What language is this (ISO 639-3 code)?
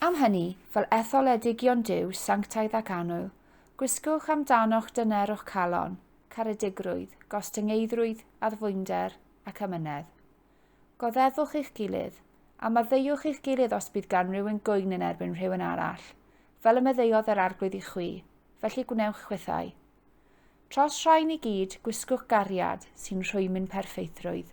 cym